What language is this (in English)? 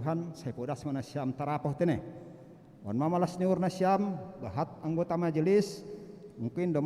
Batak Simalungun